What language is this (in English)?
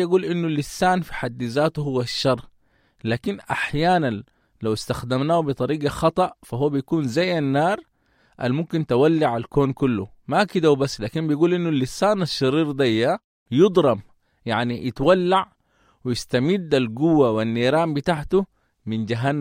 Sudanese Arabic